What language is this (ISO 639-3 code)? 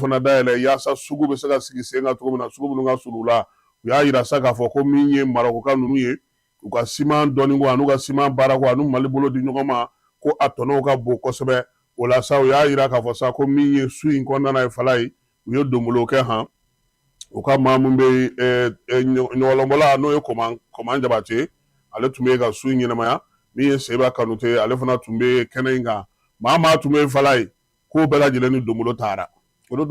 bam